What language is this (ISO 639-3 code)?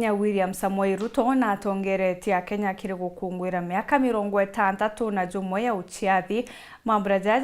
mer